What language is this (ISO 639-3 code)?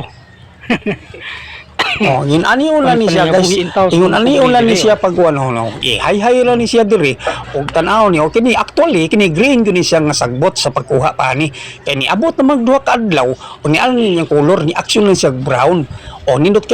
ceb